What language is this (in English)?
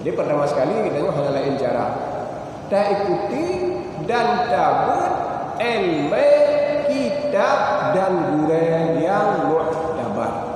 Achinese